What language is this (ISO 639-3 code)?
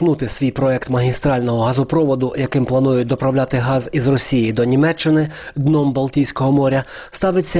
ukr